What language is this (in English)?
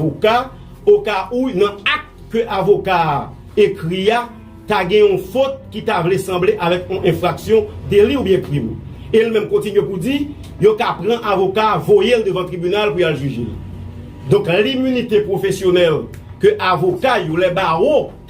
Haitian Creole